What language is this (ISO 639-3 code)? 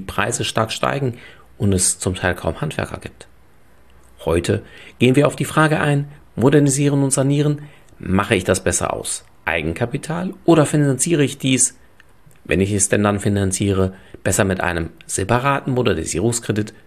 deu